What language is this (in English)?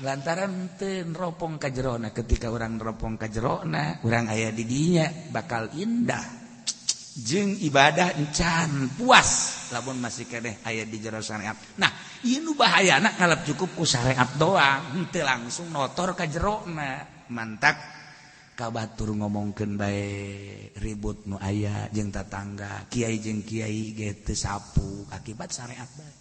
Sundanese